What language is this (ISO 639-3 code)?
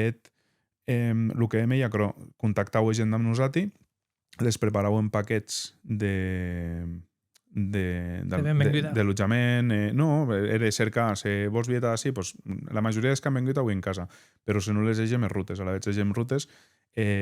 oci